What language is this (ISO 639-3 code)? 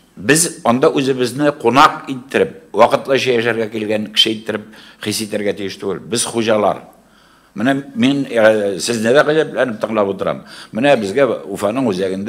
tat